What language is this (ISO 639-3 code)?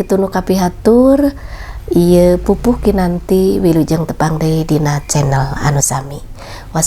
sun